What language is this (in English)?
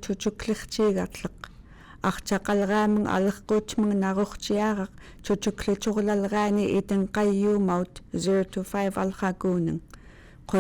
Central Yupik